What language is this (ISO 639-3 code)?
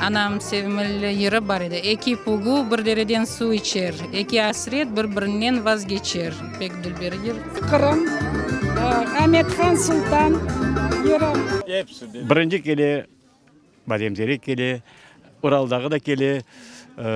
crh